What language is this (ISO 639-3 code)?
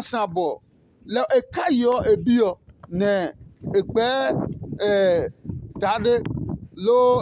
ada